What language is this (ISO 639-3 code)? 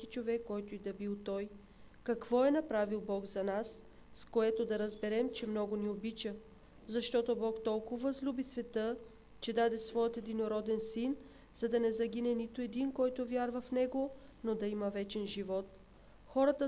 bul